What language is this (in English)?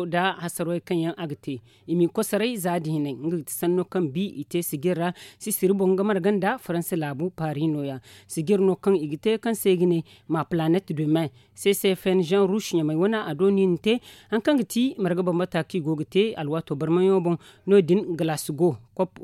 Zarma